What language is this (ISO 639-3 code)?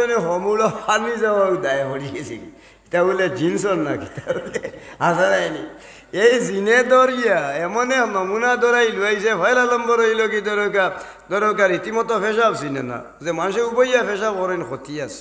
syl